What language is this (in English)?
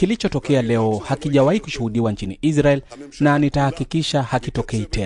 Swahili